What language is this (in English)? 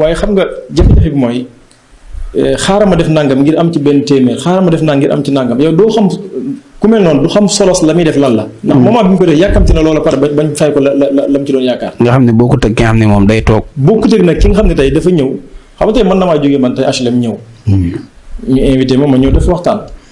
Wolof